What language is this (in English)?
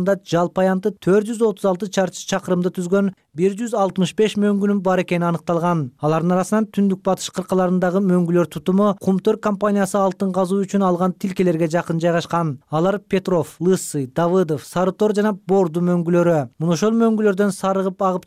Kyrgyz